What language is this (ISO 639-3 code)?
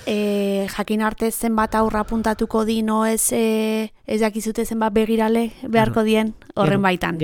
eus